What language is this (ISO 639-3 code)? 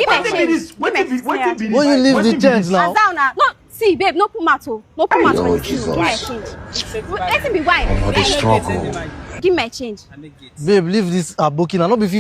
pcm